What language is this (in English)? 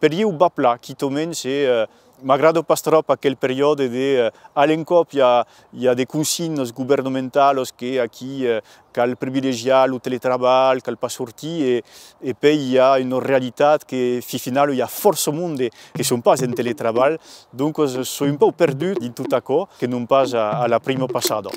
Occitan